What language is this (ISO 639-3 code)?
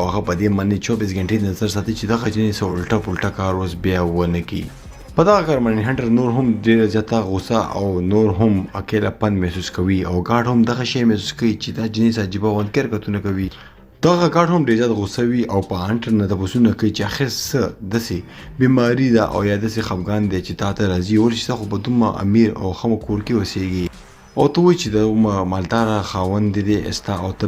pus